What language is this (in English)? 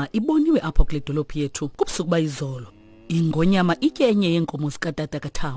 Xhosa